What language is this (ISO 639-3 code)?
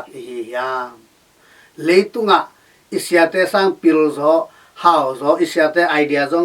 ctd